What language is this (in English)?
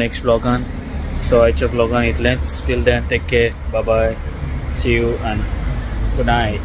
Konkani